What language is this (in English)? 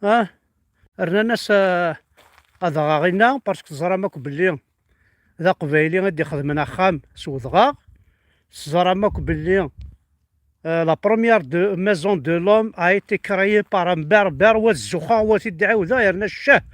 Kabyle